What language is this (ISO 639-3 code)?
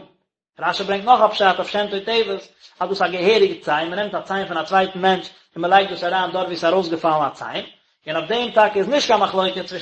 yid